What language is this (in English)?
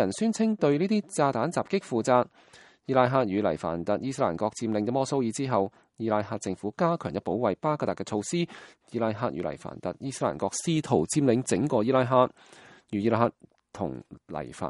Cantonese